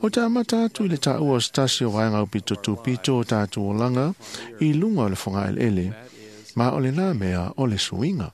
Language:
Samoan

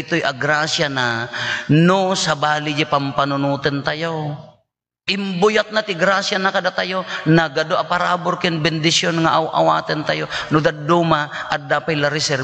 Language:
Iloko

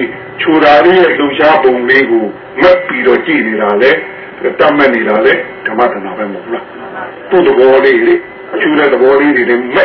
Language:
Burmese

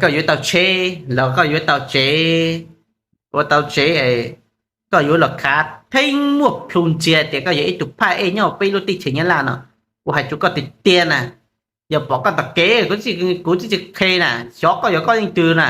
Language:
Hmong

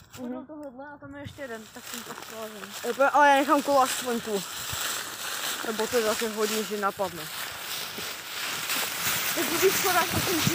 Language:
Czech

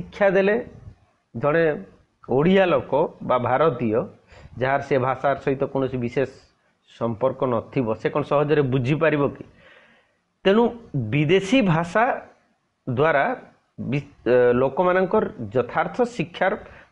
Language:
Odia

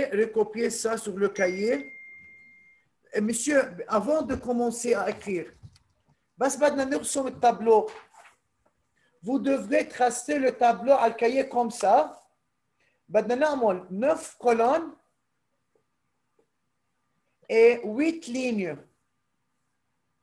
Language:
French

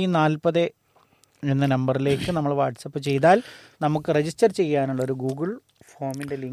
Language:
Malayalam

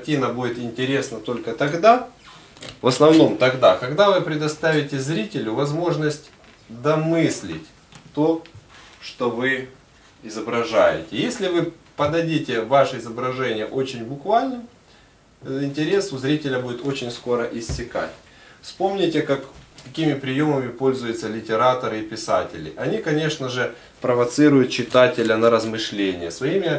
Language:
Russian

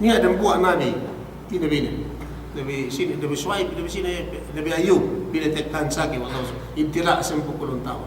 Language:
Yakan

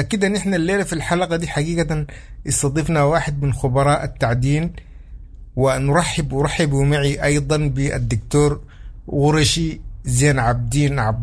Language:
Sudanese Arabic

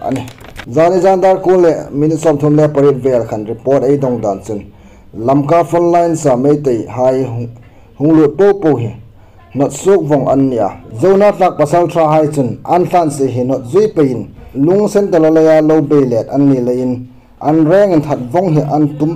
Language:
Hmar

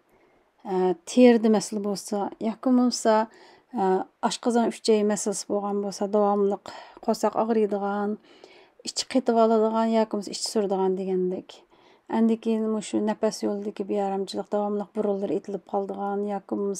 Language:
Uyghur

